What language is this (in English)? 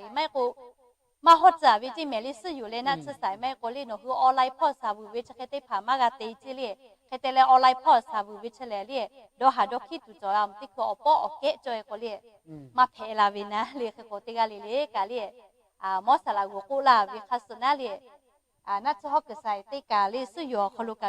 Lahu